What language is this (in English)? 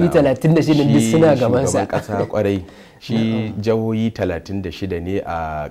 Hausa